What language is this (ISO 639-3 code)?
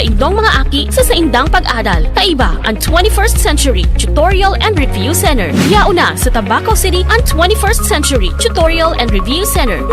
bik